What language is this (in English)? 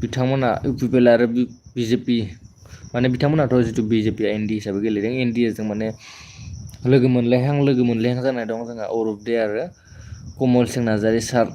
Bodo